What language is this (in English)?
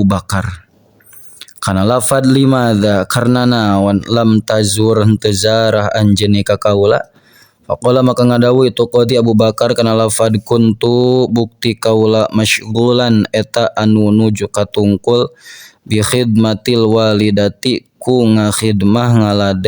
Sundanese